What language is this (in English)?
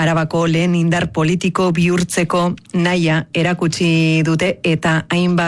Basque